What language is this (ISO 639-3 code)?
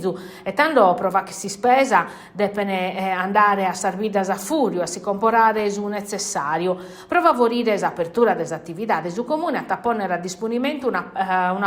srd